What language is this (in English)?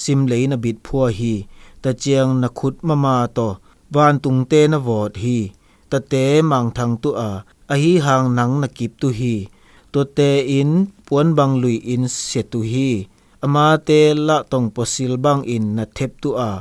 Zou